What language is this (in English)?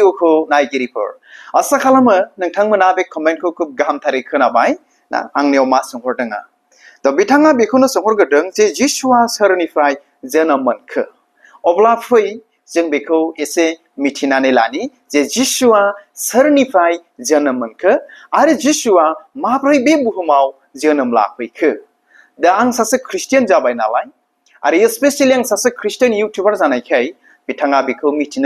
Bodo